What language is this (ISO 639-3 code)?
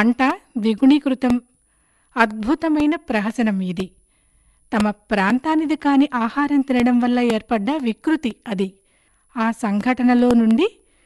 tel